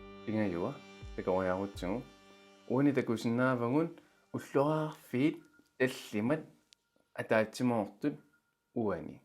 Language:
Kalaallisut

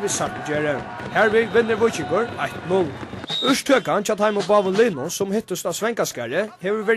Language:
Faroese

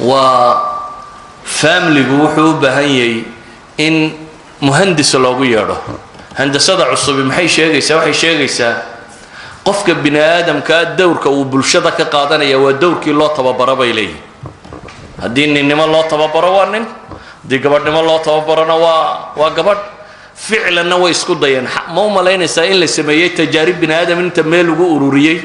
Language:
Somali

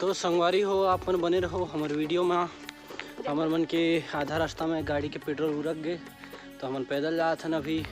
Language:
Chhattisgarhi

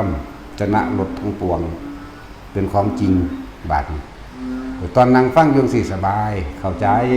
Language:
Northeastern Thai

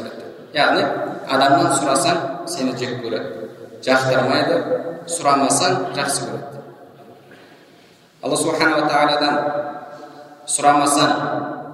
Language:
Kazakh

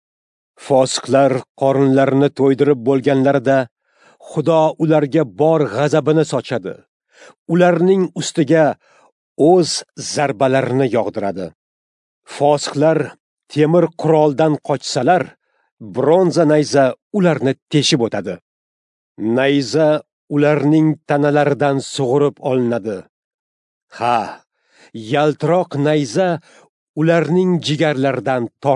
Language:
Uzbek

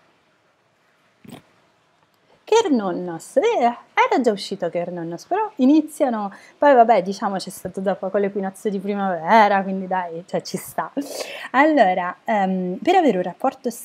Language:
Italian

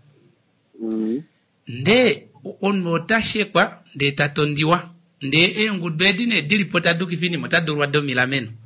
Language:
Kuanyama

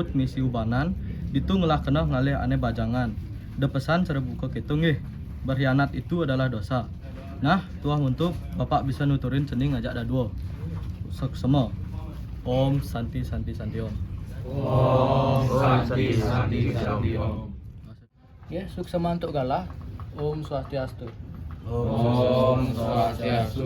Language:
Balinese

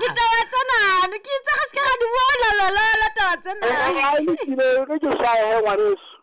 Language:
Southern Sotho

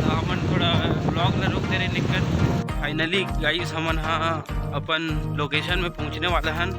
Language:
Chhattisgarhi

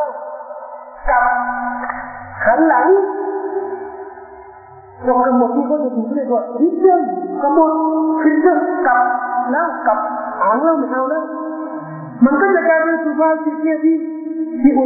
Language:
Thai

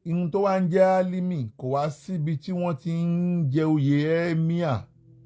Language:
Yoruba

